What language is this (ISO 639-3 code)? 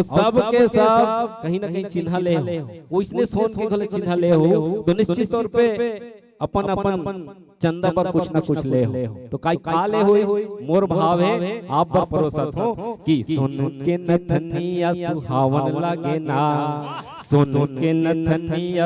hne